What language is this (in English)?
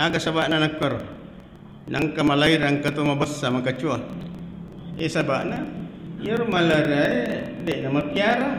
Buginese